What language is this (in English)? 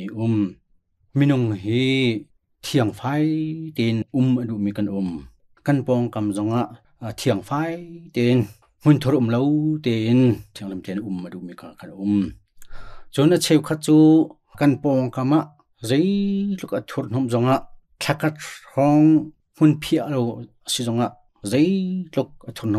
Hakha Chin